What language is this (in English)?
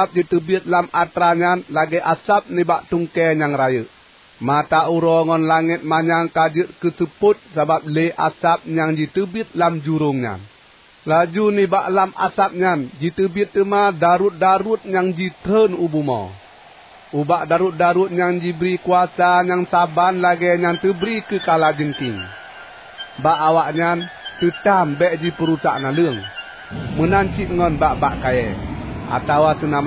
Achinese